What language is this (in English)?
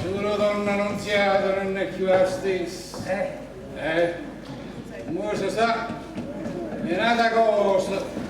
Neapolitan